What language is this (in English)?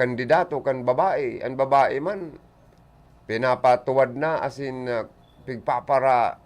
Bikol